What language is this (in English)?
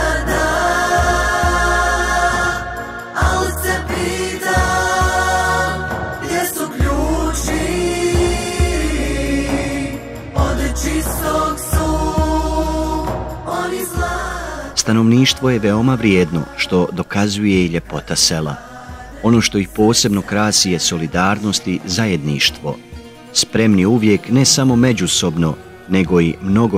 Bosnian